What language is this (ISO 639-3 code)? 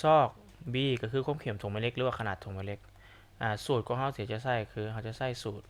lao